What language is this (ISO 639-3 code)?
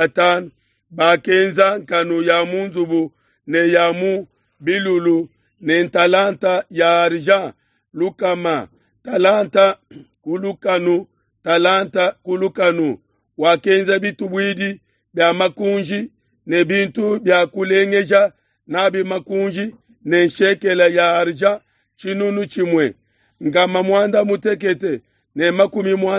lua